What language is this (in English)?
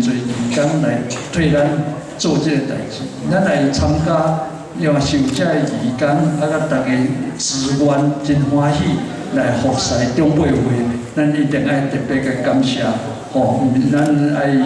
Min Nan Chinese